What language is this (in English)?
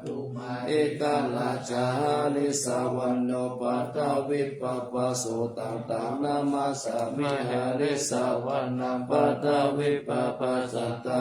Pali